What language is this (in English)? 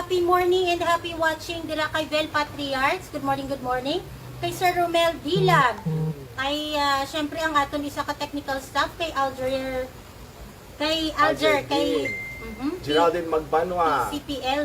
Hiligaynon